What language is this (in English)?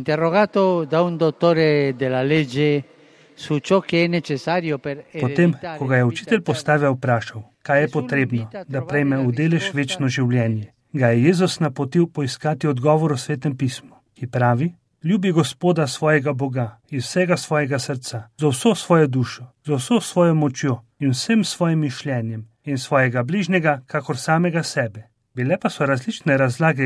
Slovenian